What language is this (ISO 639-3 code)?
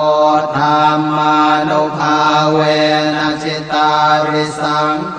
pli